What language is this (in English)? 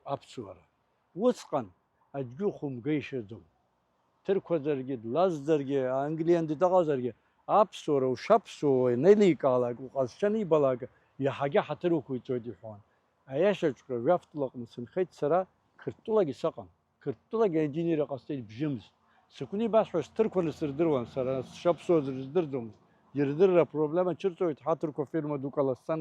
Abkhazian